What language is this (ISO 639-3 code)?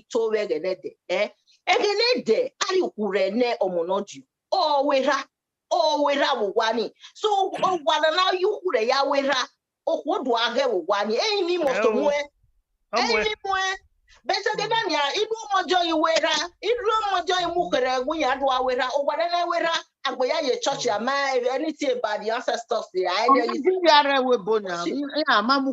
bin